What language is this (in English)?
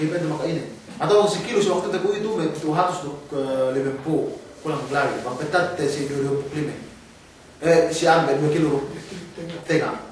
Yakan